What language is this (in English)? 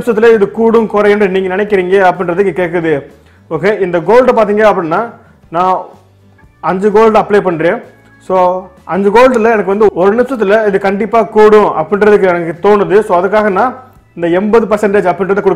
Tamil